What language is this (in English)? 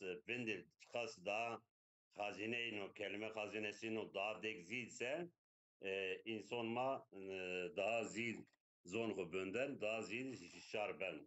Zaza